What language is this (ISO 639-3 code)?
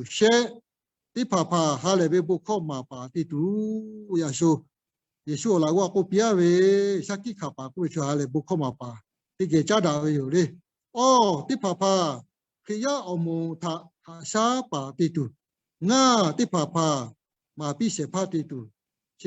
lhu